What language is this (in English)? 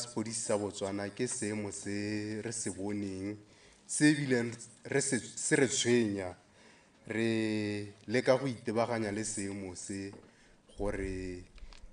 Tswana